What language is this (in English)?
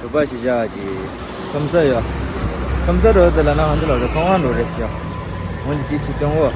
Tibetan